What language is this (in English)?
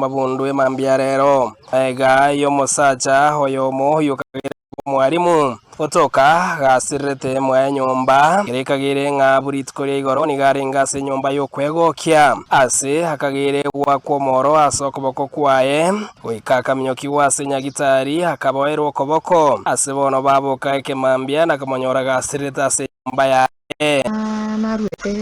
Gusii